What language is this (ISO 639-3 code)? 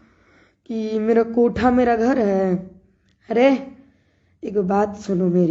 bho